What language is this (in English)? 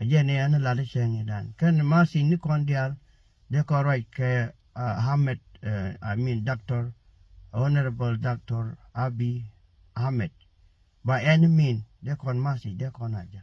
Nuer